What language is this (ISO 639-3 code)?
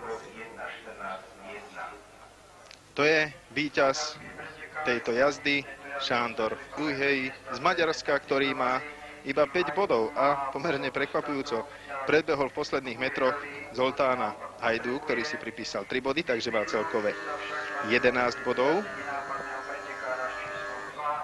slk